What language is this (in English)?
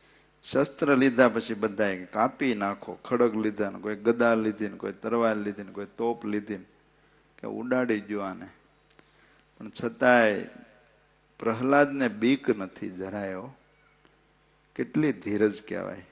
Gujarati